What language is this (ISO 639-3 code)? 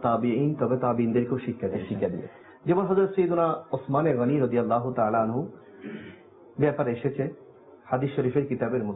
ben